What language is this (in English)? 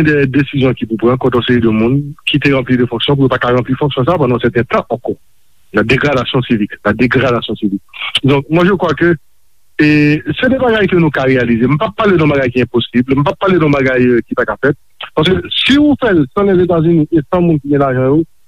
Haitian Creole